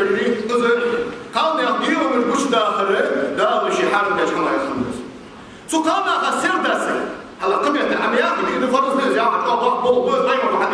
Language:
Ingush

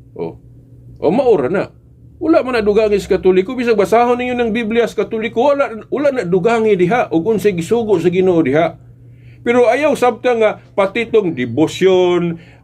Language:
Cebuano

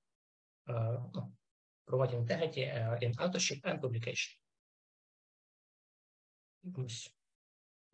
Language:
Ukrainian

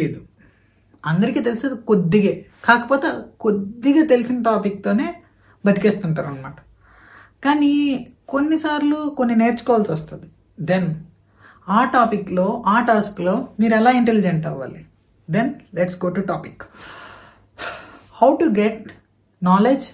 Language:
Telugu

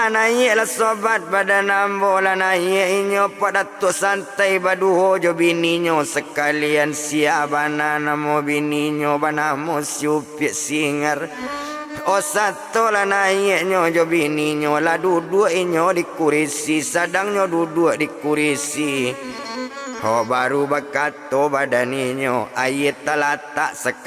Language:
Minangkabau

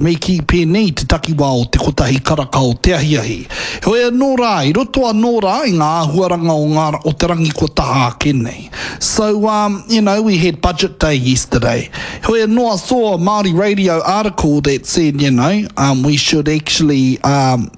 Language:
Māori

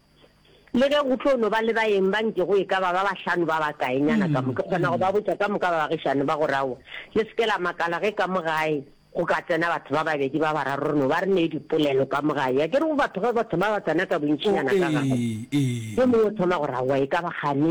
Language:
Northern Sotho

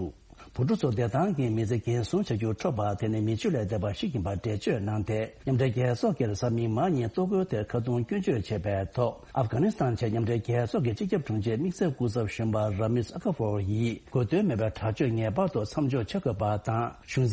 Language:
Tibetan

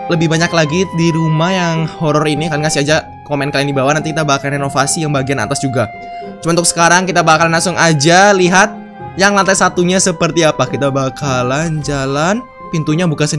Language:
Indonesian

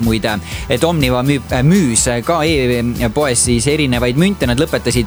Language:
Estonian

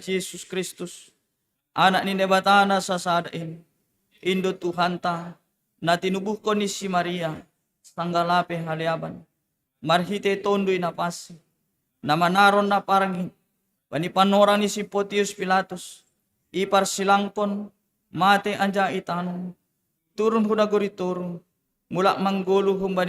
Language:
Batak Simalungun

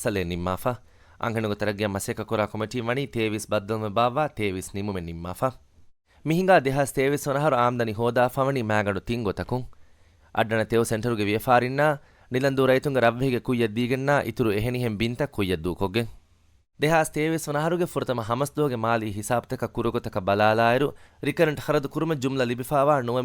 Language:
Divehi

